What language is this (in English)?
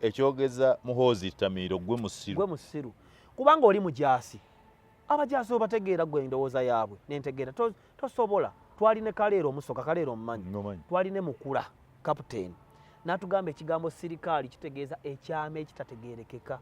Ganda